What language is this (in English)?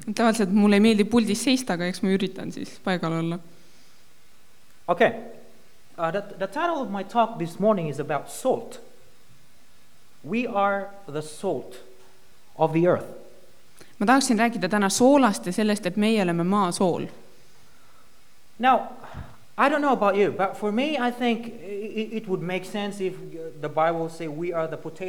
Estonian